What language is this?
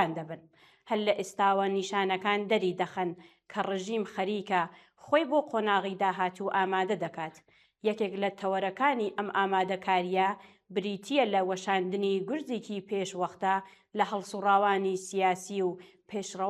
Central Kurdish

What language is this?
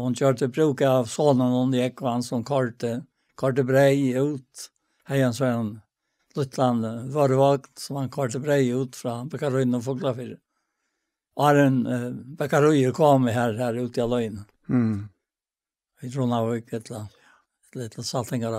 Faroese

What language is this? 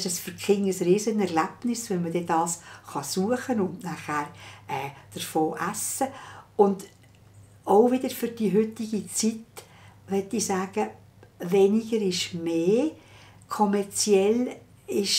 Swiss German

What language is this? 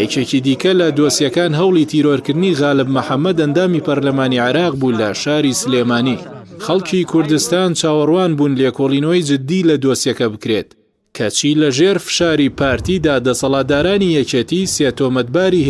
Central Kurdish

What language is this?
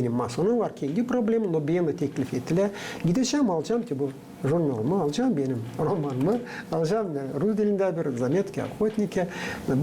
Gagauz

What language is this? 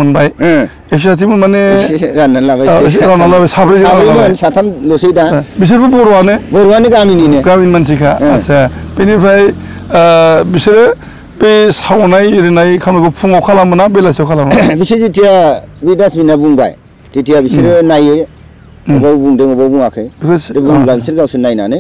Bodo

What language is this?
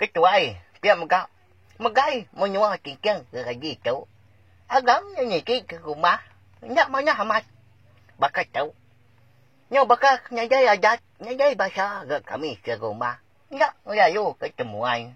Iban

